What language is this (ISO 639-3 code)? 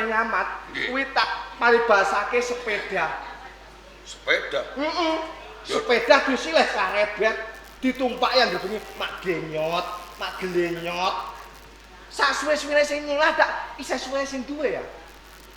jav